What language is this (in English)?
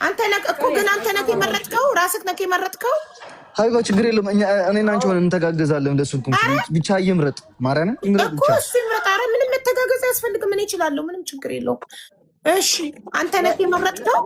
Amharic